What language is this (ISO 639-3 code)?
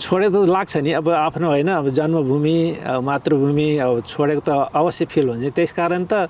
nep